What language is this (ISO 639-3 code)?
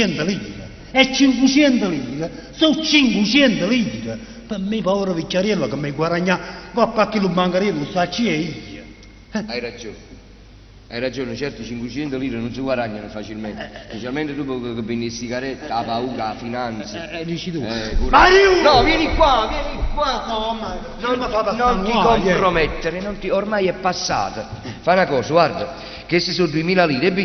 nap